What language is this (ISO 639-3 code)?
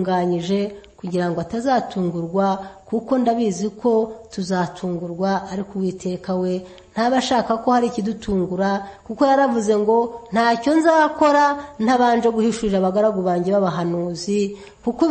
kin